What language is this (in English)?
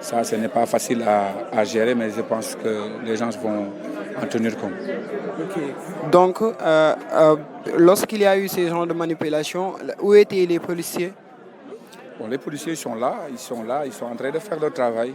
Wolof